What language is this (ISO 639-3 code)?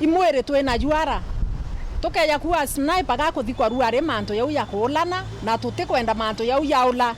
mer